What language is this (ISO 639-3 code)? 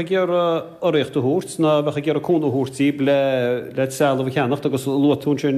gle